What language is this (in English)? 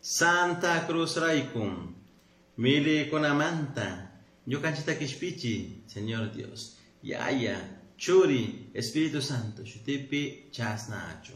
Chimborazo Highland Quichua